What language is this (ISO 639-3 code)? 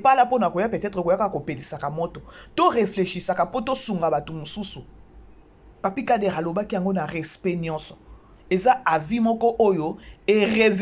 lin